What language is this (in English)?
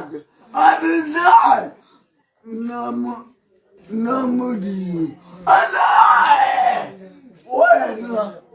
Tswana